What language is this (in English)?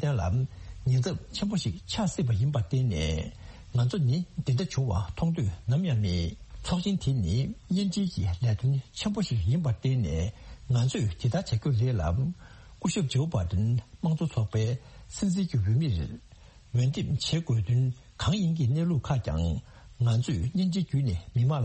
Tibetan